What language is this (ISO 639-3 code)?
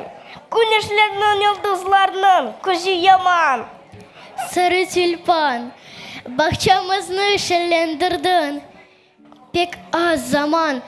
crh